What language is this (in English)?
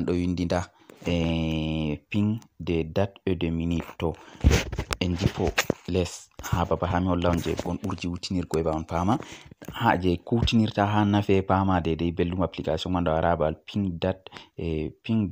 Fula